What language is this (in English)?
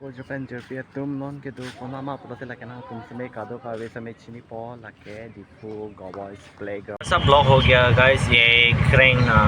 Karbi